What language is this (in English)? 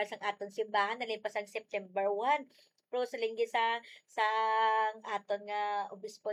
Hiligaynon